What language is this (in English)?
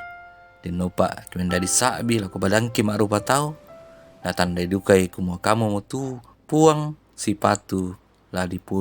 Toraja-Sa'dan